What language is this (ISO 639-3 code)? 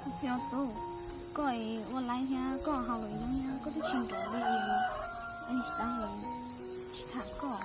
hmn